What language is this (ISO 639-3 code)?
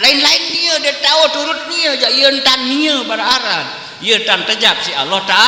sas